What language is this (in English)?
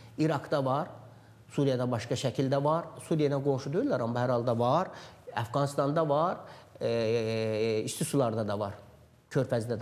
Azerbaijani